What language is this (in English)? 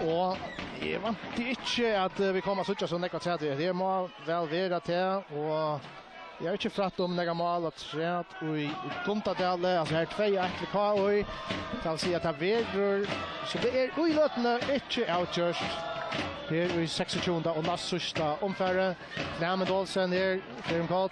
Faroese